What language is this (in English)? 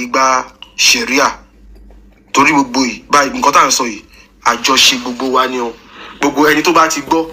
Yoruba